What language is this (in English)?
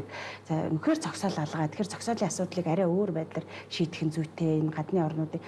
Mongolian